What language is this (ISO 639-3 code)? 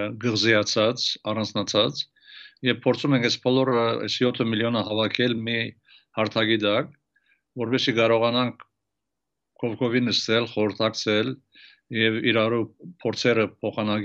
hye